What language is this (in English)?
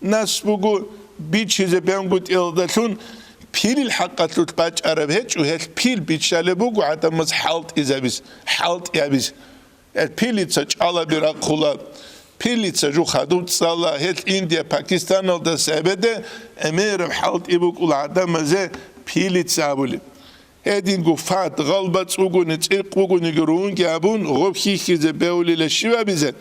Avaric